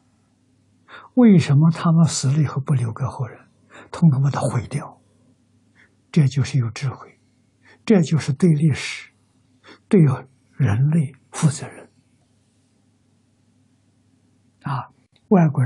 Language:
Chinese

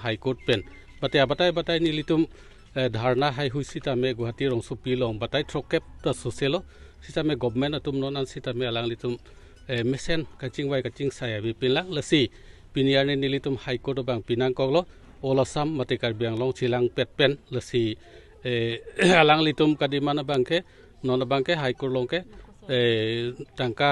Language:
Karbi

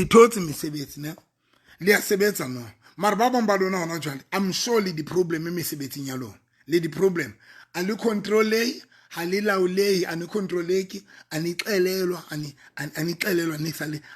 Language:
Southern Sotho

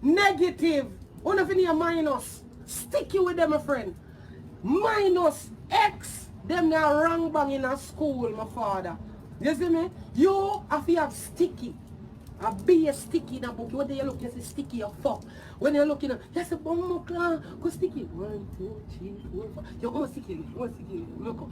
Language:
Jamaican Creole English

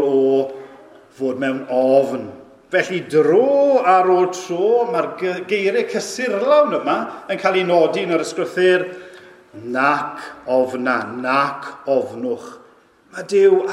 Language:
Welsh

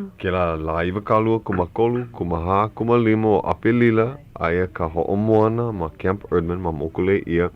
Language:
Hawaiian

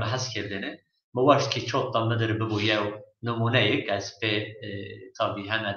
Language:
Zaza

